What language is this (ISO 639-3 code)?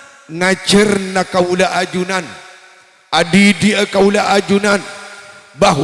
mad